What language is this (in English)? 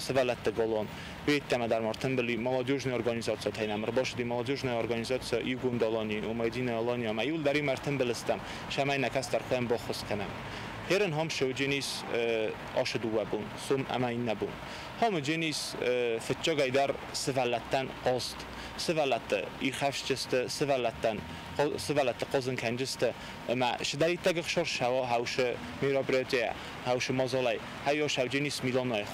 Ossetic